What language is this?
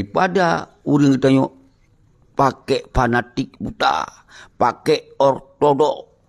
Achinese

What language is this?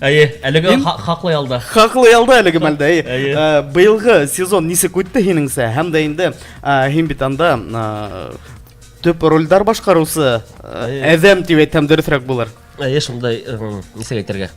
Bashkir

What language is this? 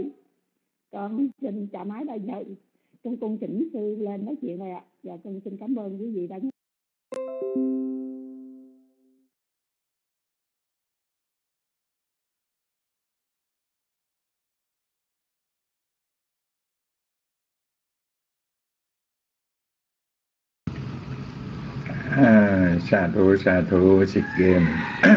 Vietnamese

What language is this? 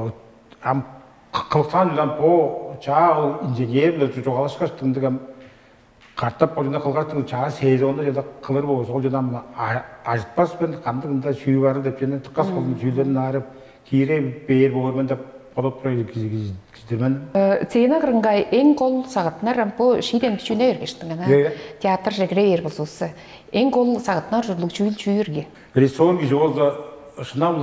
Tuvinian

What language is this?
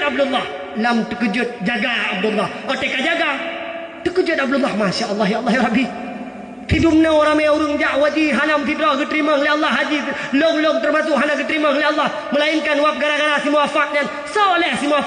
Achinese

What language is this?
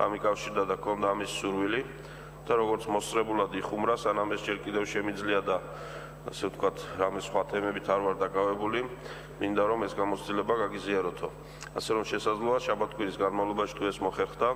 Georgian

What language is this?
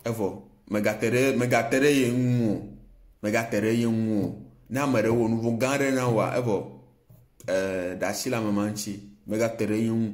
Ewe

